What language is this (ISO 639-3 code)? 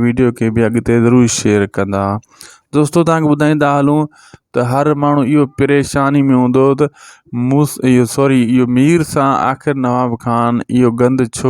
snd